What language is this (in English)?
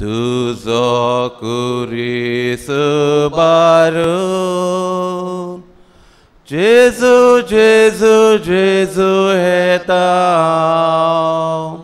Konkani